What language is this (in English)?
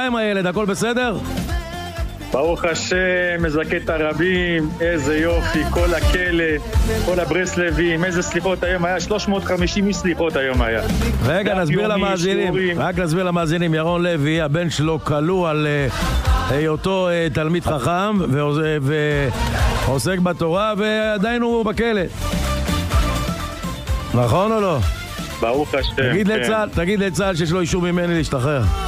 Hebrew